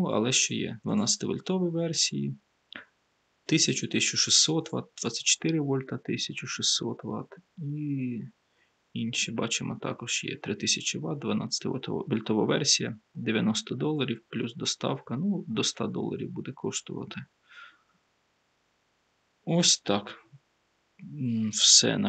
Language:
Ukrainian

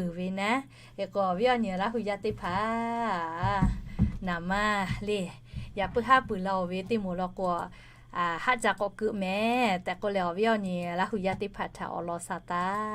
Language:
Lahu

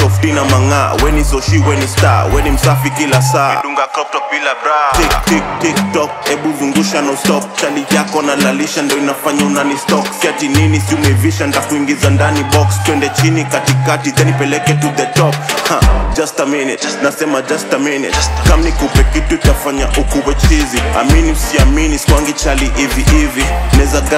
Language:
Swahili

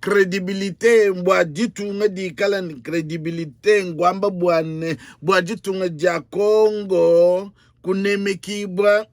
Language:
Luba-Lulua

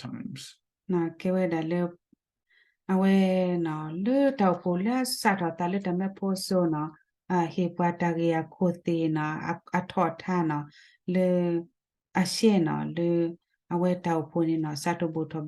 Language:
S'gaw Karen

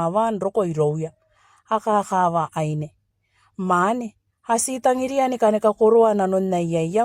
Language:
Gilbertese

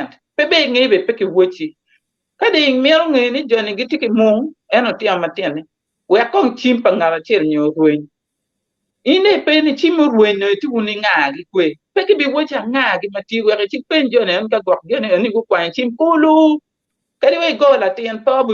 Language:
Acoli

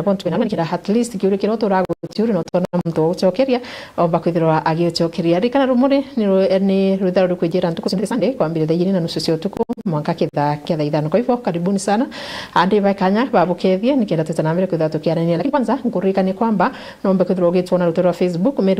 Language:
Meru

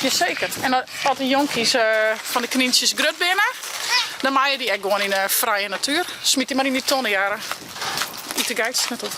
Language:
Western Frisian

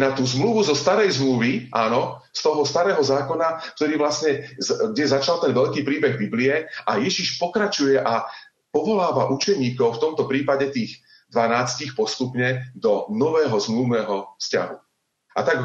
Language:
Slovak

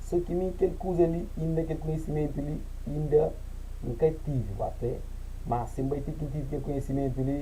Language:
Kabuverdianu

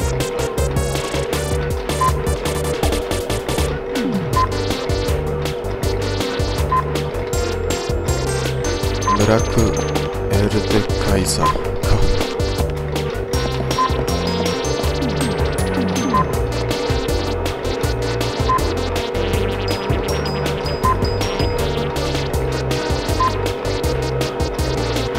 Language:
Japanese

